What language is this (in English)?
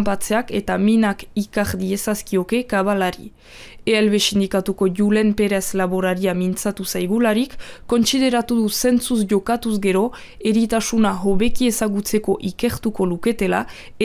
Basque